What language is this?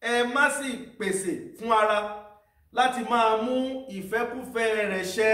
Yoruba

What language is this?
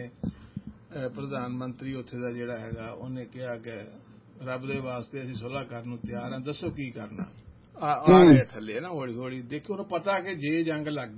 Punjabi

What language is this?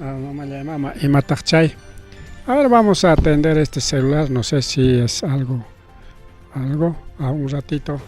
Ayacucho Quechua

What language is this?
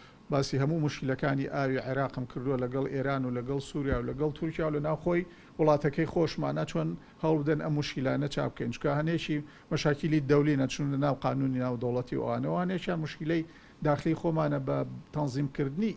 Central Kurdish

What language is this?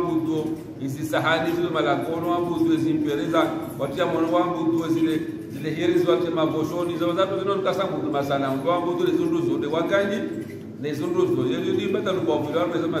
Swahili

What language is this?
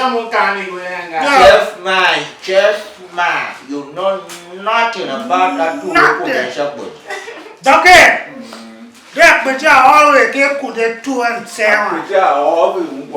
Tiv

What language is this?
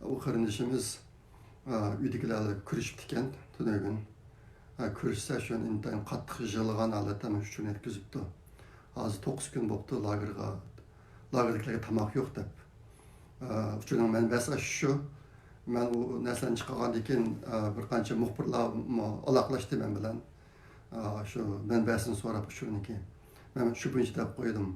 Uyghur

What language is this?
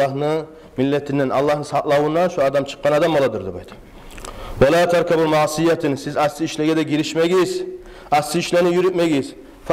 Kumyk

